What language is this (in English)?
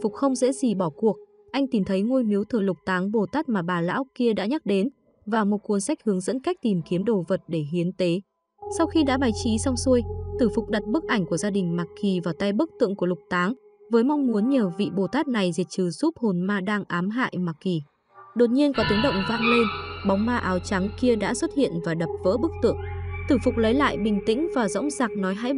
Vietnamese